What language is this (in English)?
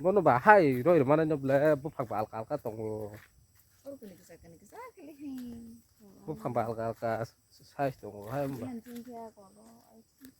Kok Borok